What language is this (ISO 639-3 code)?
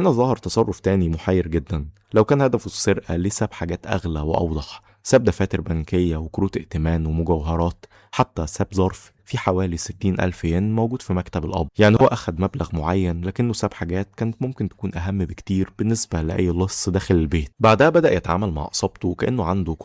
arz